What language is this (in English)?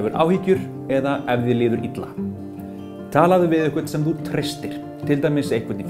Icelandic